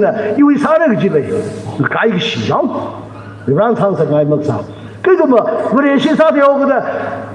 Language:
Tangkhul Naga (India)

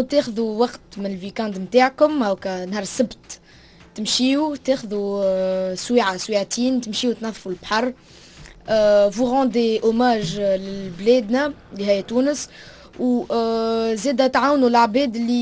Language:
Tunisian Arabic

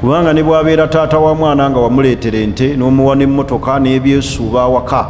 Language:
Ganda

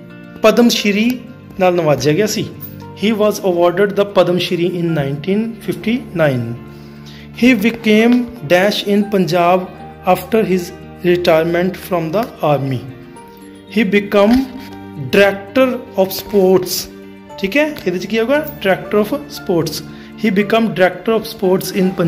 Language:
Punjabi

